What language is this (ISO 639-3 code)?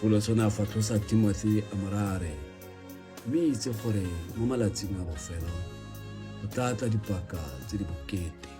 tsn